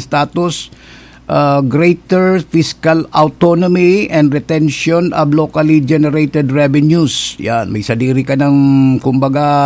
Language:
Bikol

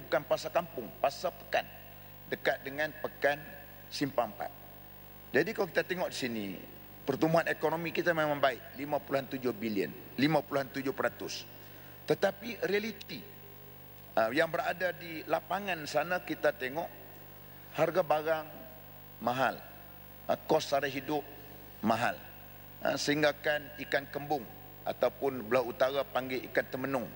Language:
Malay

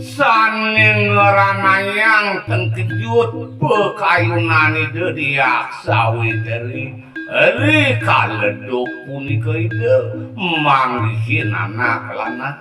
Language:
Balinese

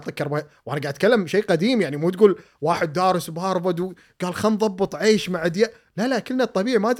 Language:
Gulf Arabic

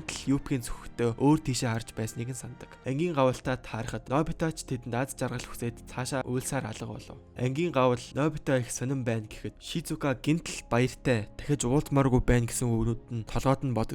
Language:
Mongolian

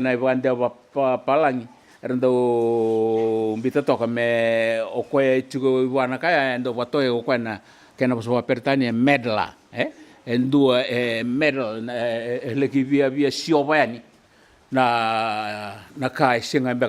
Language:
Fijian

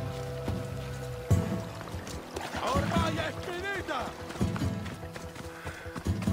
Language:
Italian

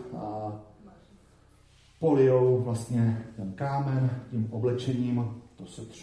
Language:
Czech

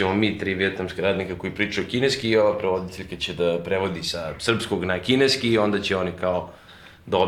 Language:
Serbian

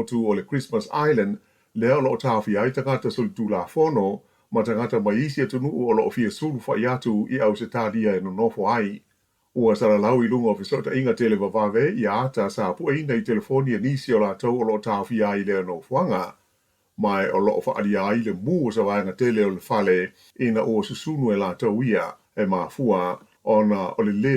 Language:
Samoan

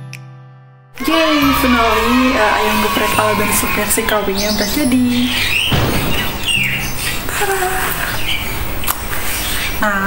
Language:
Indonesian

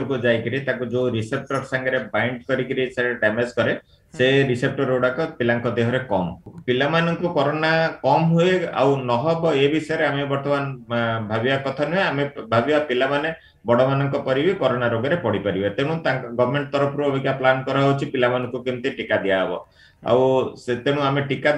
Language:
Odia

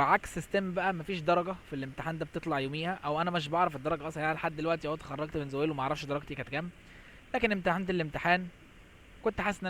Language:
Egyptian Arabic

